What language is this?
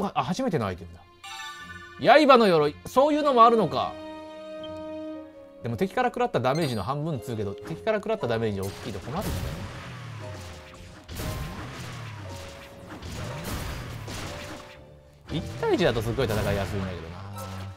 Japanese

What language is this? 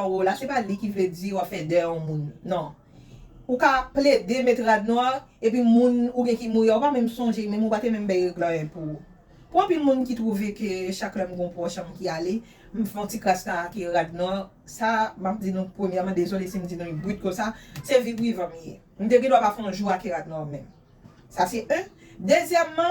Haitian Creole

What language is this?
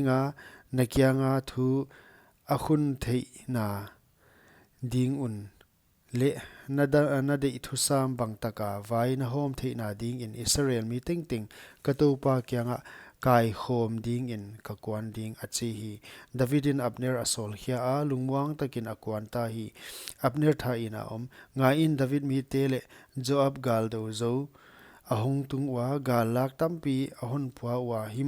Paite Chin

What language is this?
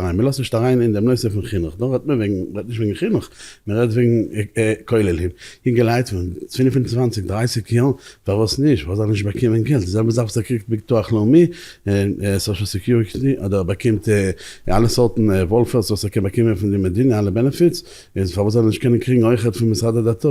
Yiddish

